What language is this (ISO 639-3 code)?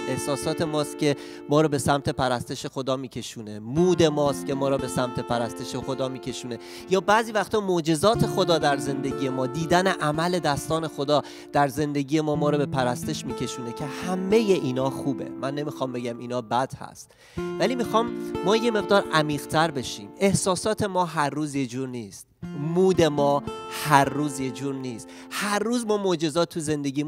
fas